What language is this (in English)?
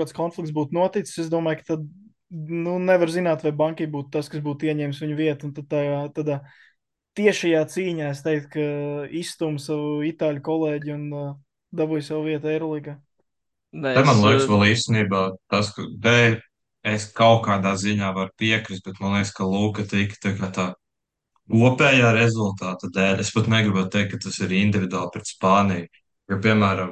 Latvian